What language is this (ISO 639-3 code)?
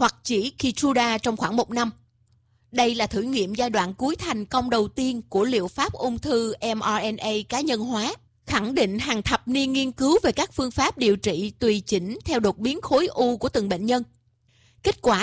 vie